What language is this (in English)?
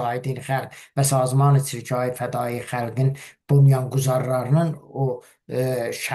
Azerbaijani